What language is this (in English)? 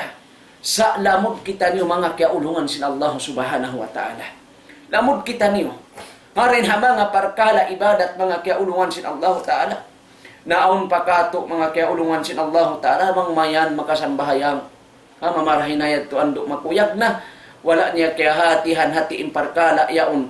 Tausug